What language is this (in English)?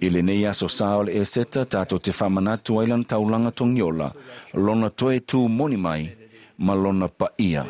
Samoan